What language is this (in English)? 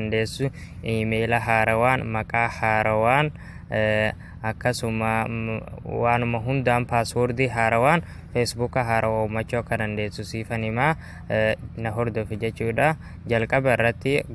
Oromo